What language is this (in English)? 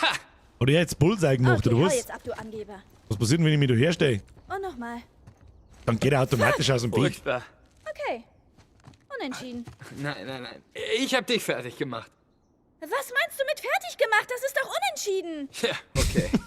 Bavarian